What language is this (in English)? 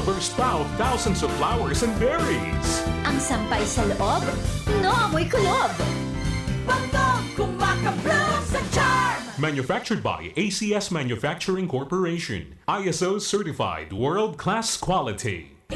Bikol